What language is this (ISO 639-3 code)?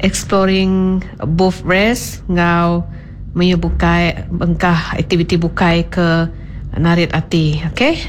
iba